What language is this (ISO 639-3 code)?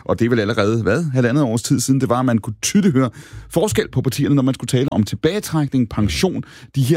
dan